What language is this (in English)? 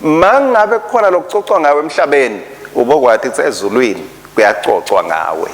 Swati